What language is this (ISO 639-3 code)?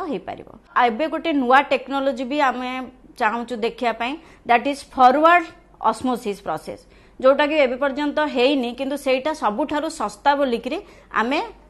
ori